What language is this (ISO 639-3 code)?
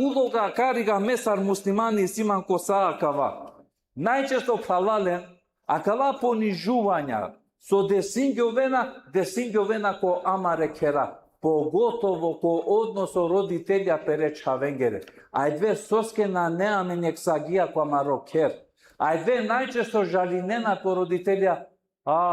rmn